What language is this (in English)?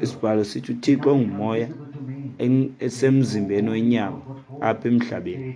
Xhosa